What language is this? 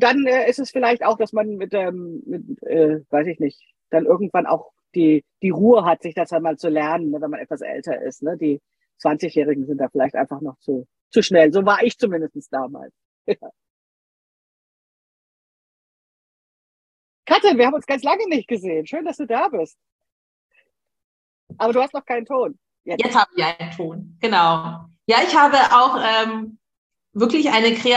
German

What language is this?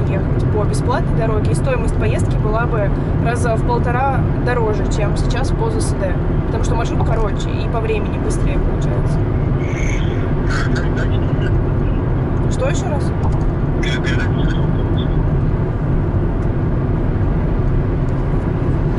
Russian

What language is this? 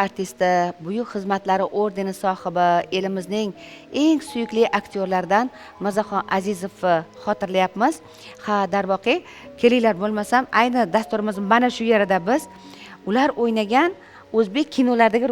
Uzbek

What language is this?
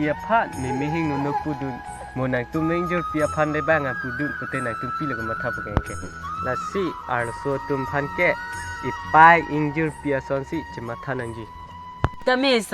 Karbi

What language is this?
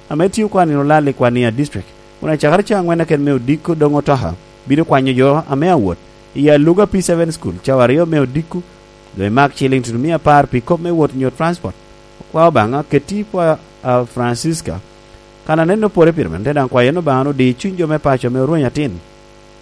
Lango (Uganda)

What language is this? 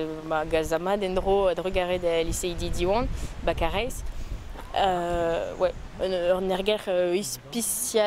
Breton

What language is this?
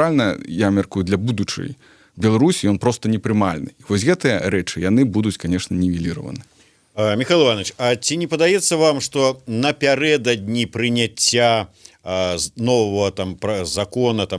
Belarusian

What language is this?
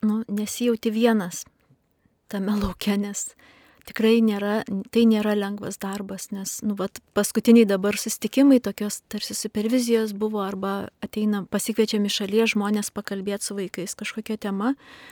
Lithuanian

